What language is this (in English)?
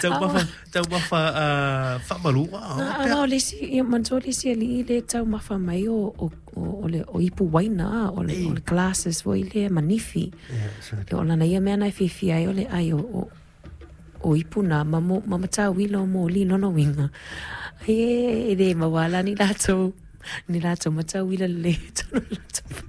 Samoan